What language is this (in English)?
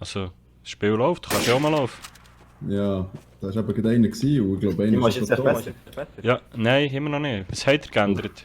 Swiss German